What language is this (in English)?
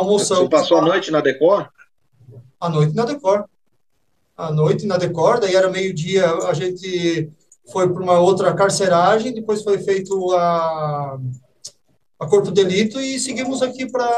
Portuguese